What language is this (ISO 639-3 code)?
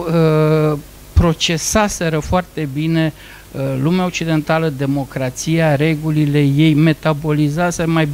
ron